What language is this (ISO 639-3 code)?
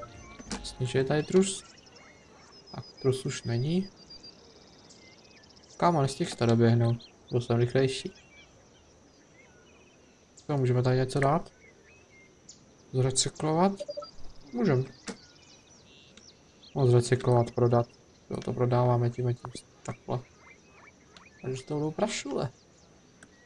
ces